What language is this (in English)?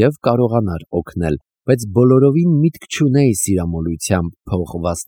Armenian